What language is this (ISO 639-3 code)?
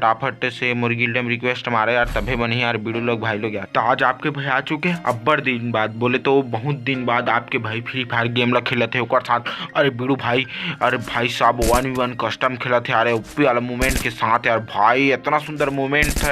hne